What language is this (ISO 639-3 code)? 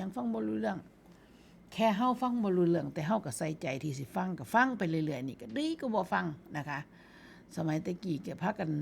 tts